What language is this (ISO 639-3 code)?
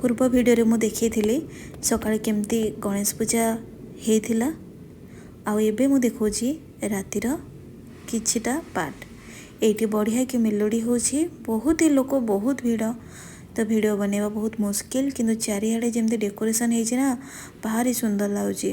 ori